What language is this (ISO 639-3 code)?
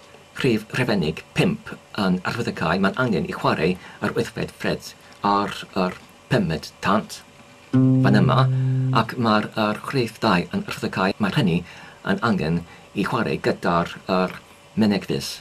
cym